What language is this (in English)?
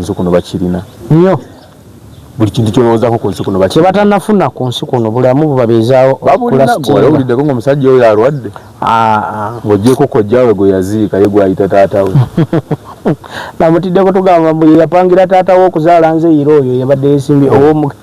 Ganda